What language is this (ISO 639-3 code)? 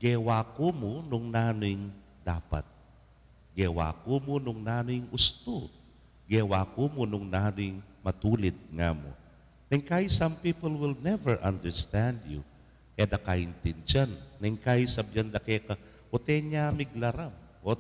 pam